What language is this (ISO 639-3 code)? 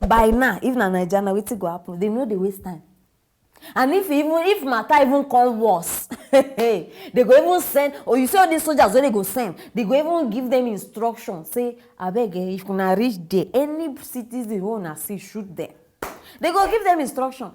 pcm